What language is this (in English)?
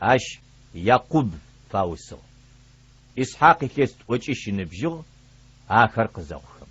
Adyghe